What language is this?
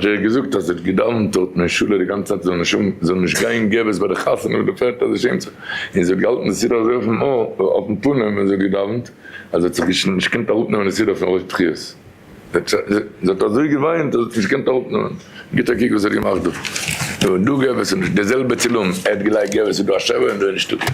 Yiddish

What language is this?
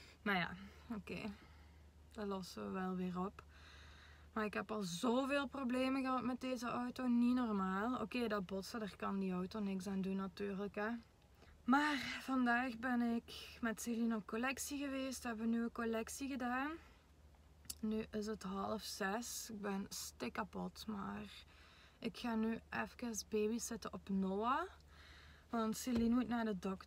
Dutch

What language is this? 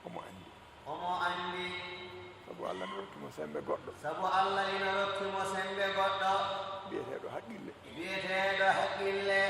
Fula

